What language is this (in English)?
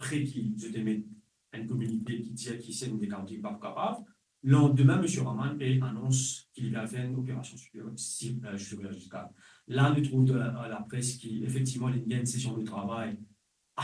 Morisyen